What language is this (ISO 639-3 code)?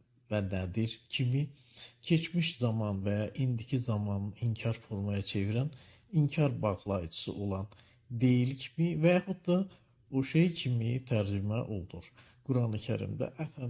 aze